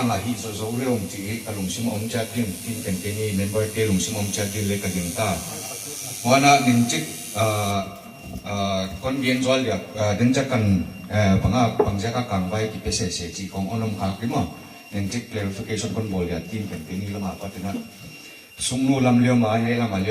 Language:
Paite Chin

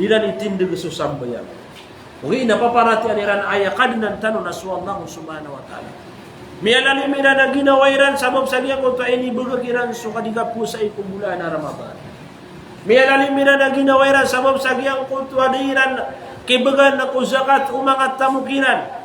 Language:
Maranao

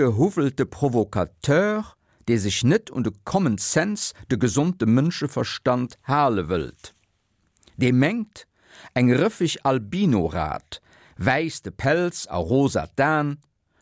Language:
Luxembourgish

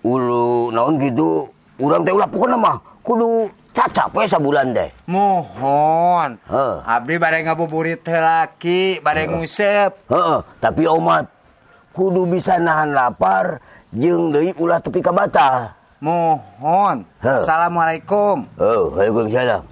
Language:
Sundanese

